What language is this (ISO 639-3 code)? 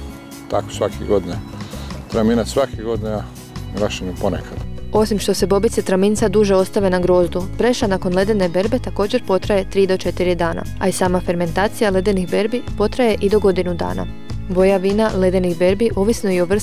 hrv